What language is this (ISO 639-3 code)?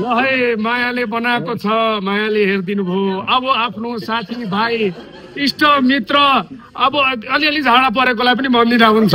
nep